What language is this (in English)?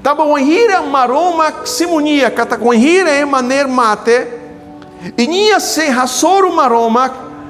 Tetum